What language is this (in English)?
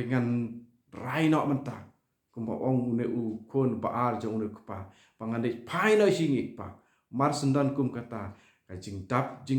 Khasi